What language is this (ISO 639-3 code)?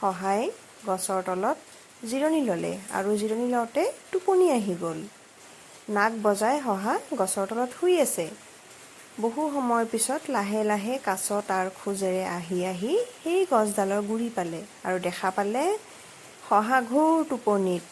asm